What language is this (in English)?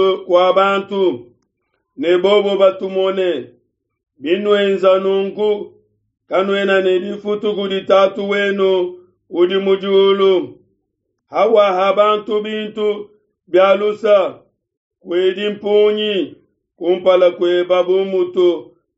Luba-Lulua